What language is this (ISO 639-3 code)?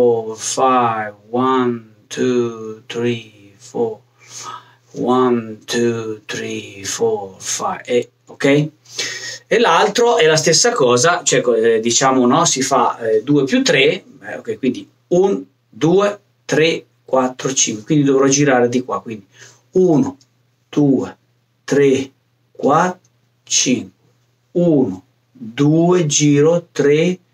ita